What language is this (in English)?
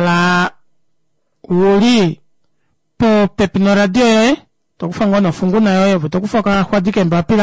Kuanyama